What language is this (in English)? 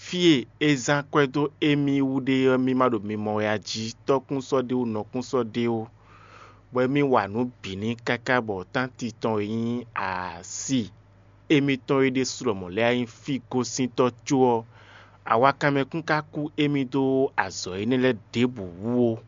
Fon